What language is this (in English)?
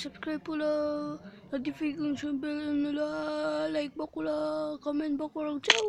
Mizo